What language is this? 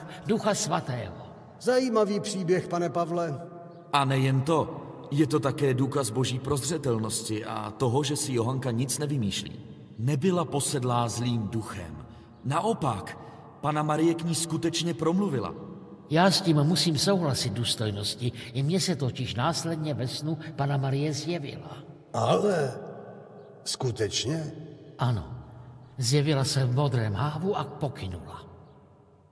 Czech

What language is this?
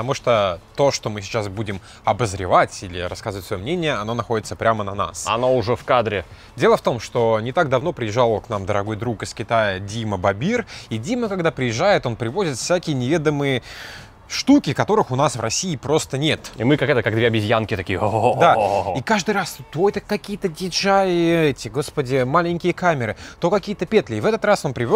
Russian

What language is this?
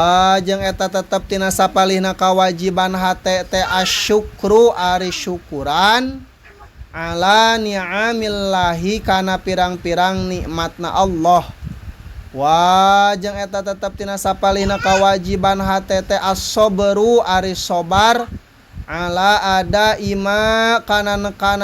Sundanese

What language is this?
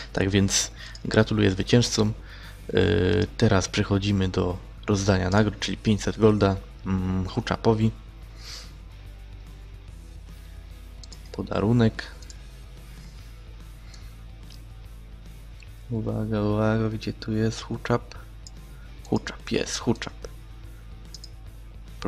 Polish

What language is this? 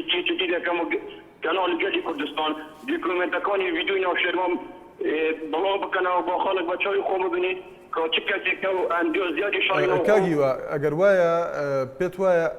Central Kurdish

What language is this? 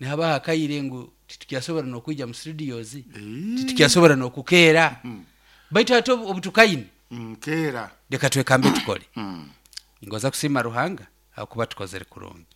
Nyoro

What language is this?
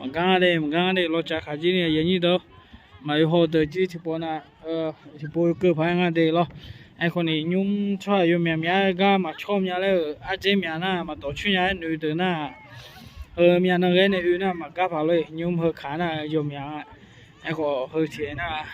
Akha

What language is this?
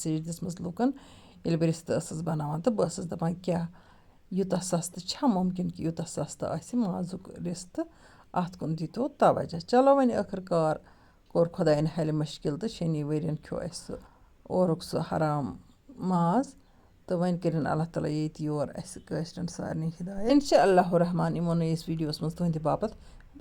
Kashmiri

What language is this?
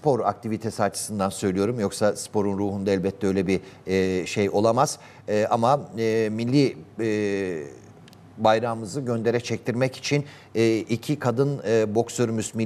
Turkish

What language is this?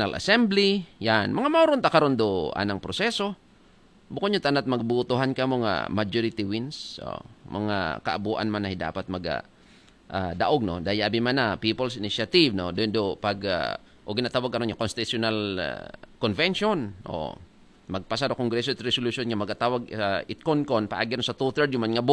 Aklanon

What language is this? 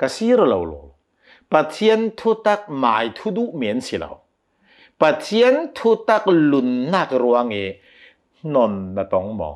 Hakha Chin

